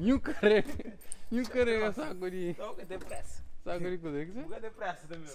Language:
Kabuverdianu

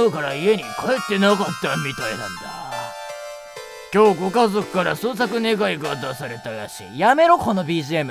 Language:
Japanese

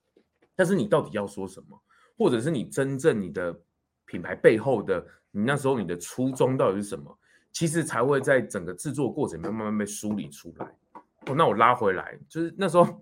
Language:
Chinese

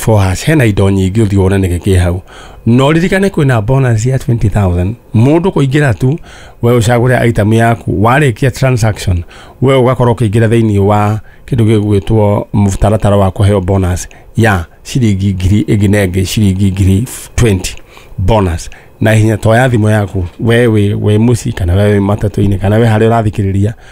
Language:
Kikuyu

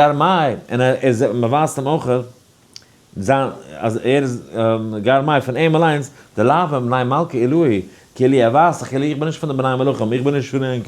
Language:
Yiddish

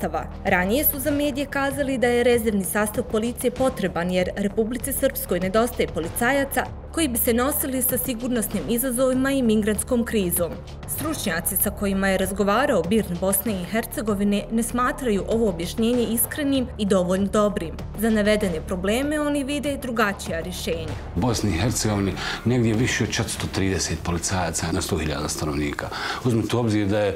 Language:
Bosnian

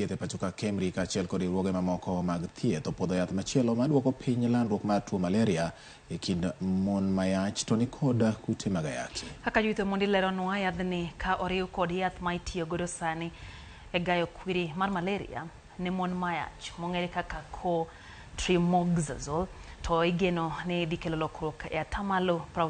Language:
Luo (Kenya and Tanzania)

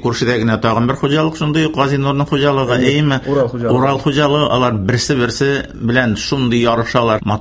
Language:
Tatar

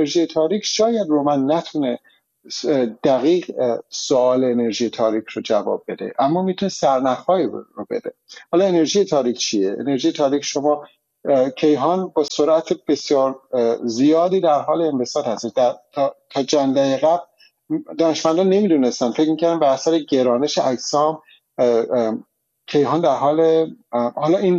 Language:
Persian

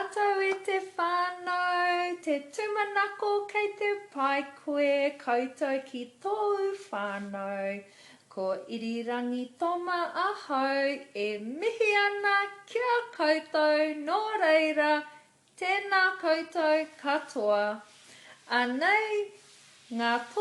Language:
Māori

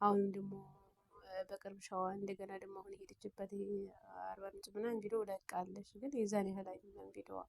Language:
Amharic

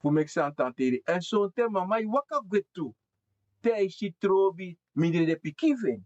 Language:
Sranan Tongo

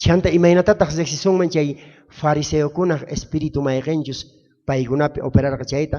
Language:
South Bolivian Quechua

